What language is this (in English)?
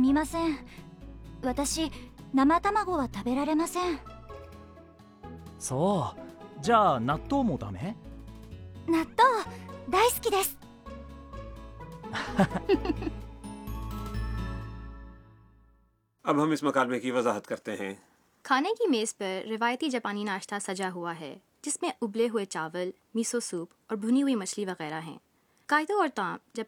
Urdu